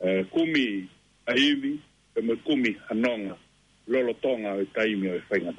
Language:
Tongan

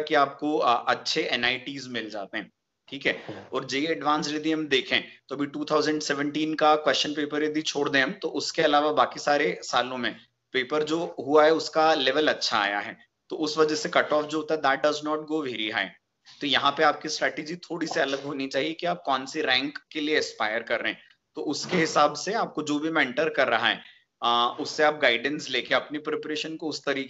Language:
Hindi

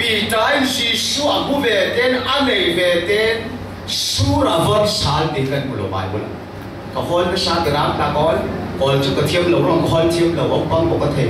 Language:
Falam Chin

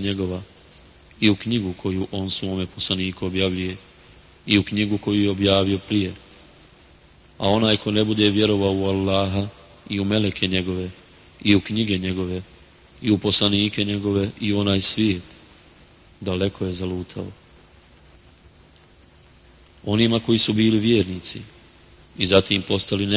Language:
Bosnian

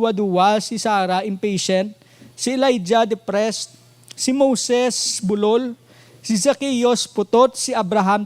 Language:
Hiligaynon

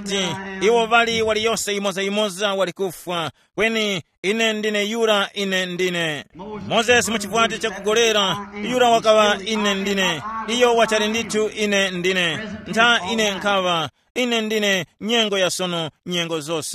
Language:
Tumbuka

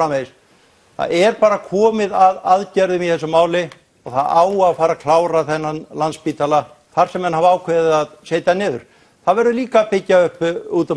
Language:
Icelandic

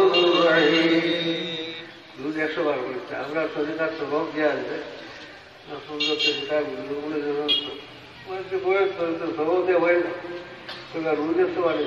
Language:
Sylheti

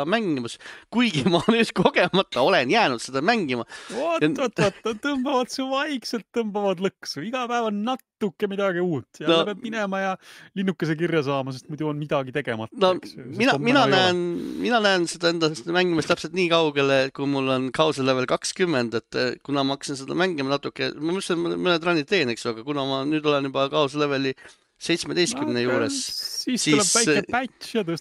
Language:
Estonian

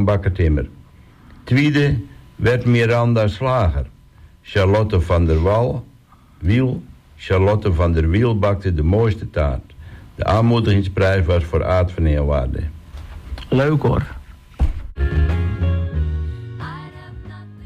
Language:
Dutch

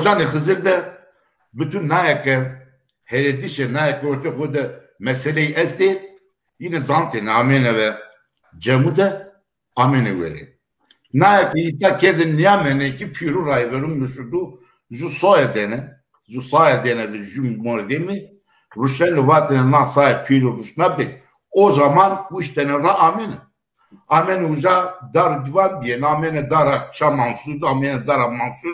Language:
Zaza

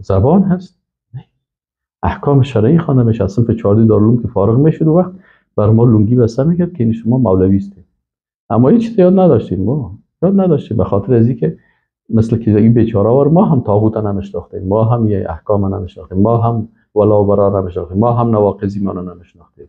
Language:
Persian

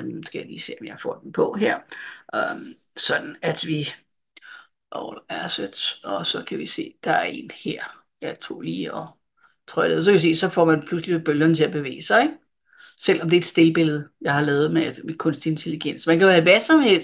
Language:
Danish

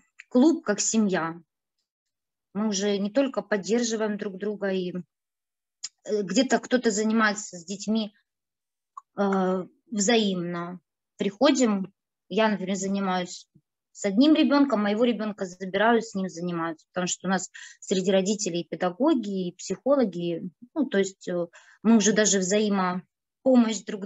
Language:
Russian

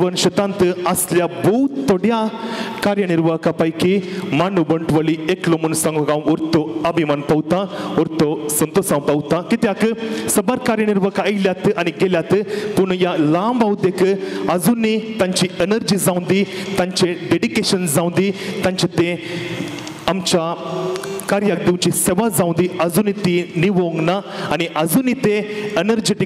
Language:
Konkani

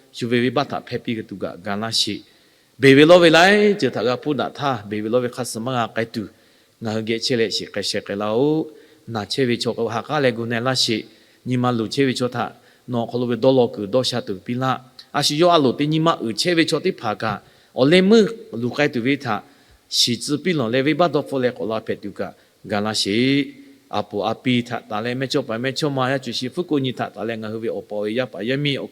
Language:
Lahu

